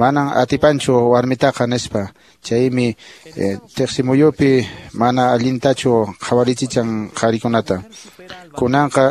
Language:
Quechua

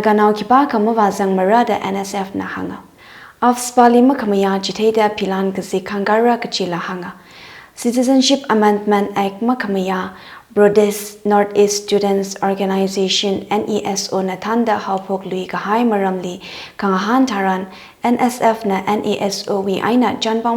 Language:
Tangkhul Naga (India)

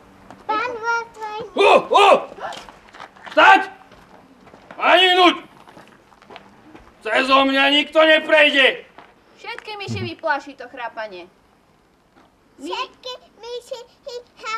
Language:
Slovak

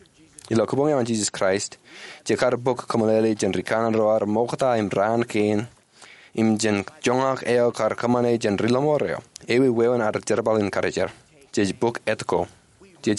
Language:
Marshallese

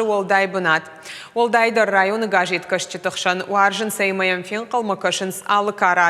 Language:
Ossetic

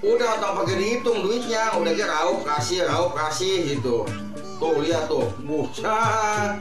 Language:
Betawi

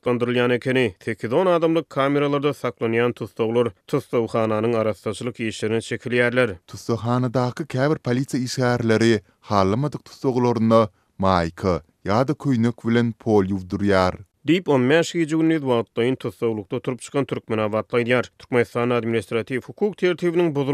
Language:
Turkmen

